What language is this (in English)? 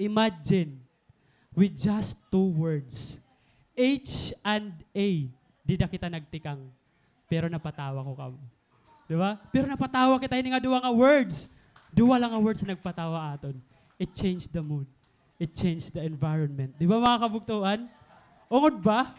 Waray